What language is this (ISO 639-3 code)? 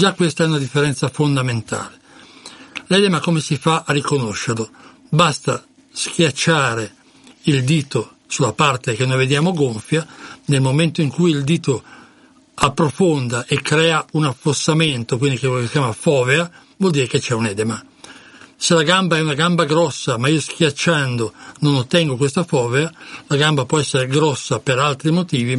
ita